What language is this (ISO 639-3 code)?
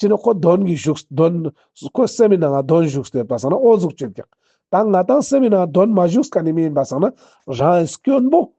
lbj